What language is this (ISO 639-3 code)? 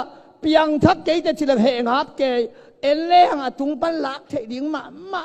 ctd